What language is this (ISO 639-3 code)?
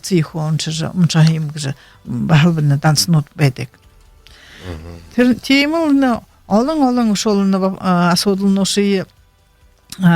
bua